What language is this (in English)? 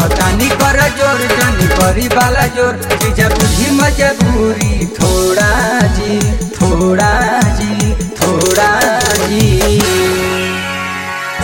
Bhojpuri